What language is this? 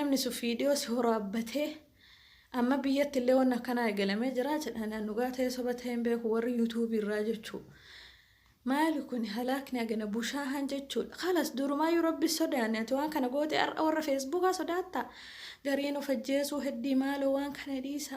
Oromo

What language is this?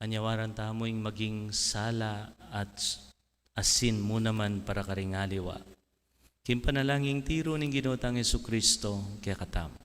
Pampanga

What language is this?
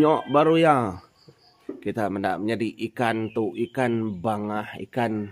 Iban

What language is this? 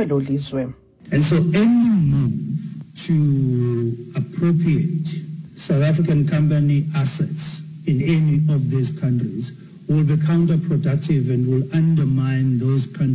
Xhosa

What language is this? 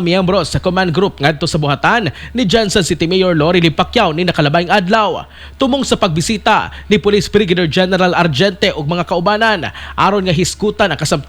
Cebuano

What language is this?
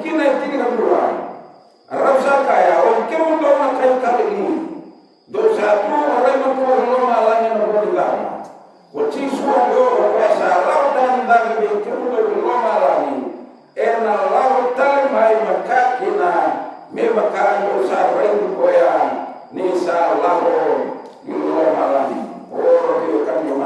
Fijian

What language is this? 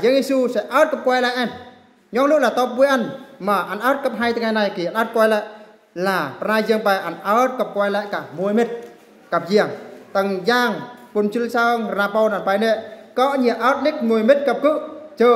Eastern Bru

